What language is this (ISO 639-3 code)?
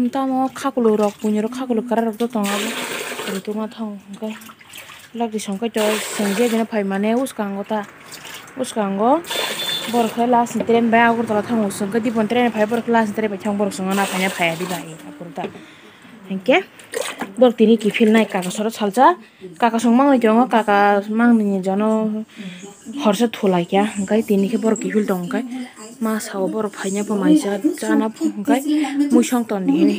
trp